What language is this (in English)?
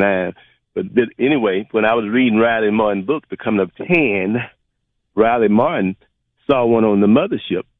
English